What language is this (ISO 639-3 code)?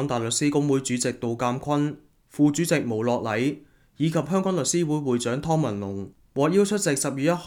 yue